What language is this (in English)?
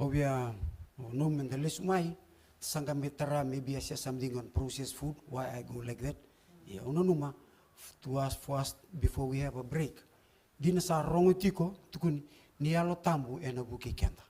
Fijian